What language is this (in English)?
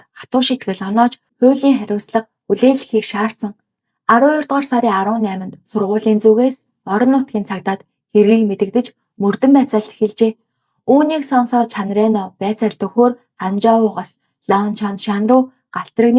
Mongolian